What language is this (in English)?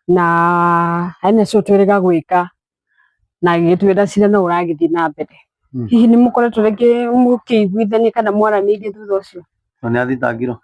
Kikuyu